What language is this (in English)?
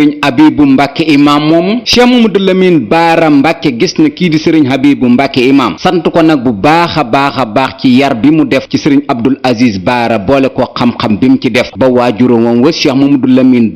Wolof